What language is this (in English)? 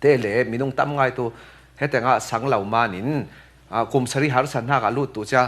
Falam Chin